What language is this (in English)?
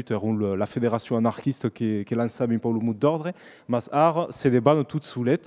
Occitan